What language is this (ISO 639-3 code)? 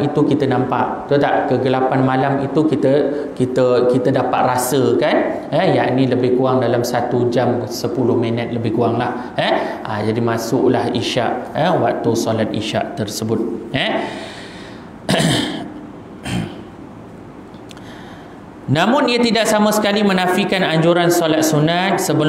msa